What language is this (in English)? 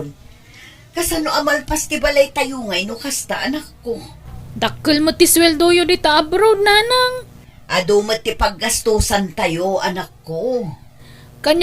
Iloko